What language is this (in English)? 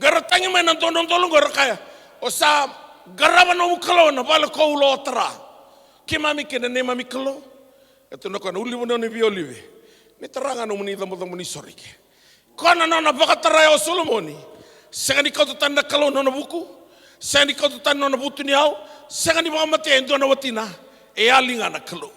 Fijian